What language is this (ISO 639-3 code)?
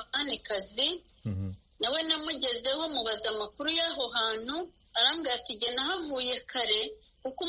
kin